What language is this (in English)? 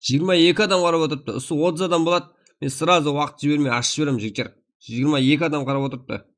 Kara-Kalpak